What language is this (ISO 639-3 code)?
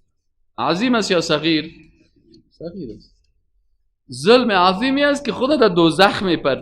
fas